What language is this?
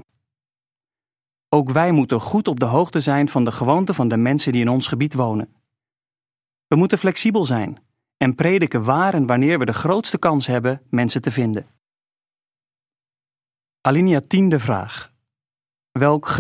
Dutch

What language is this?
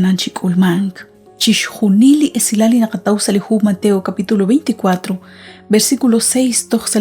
Kekchí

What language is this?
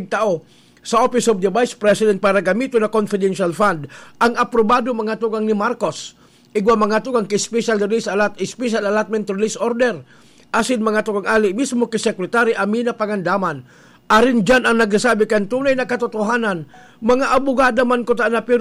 Bikol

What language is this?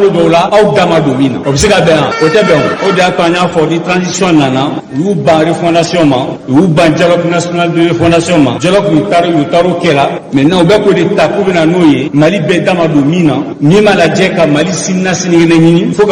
Bambara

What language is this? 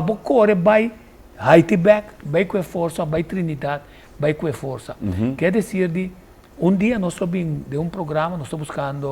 Papiamento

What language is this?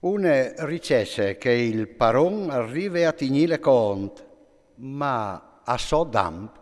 Friulian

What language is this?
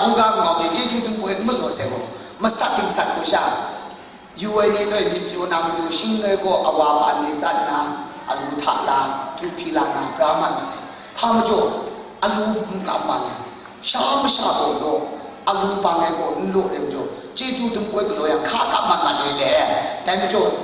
Kachin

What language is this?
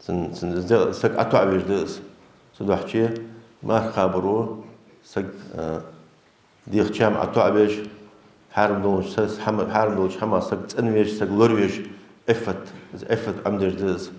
Ingush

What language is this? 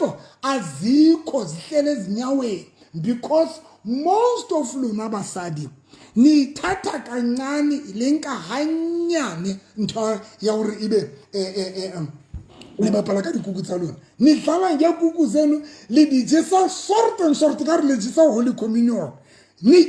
Southern Sotho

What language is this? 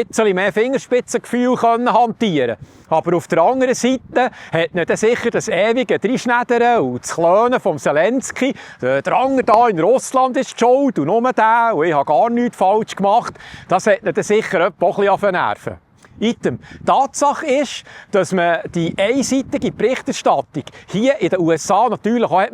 Swiss German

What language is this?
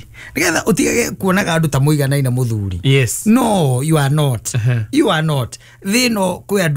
Kikuyu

